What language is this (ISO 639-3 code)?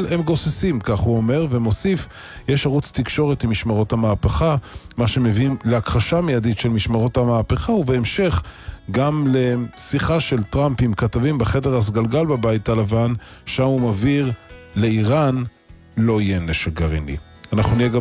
heb